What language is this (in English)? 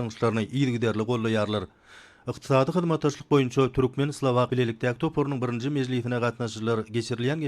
Turkmen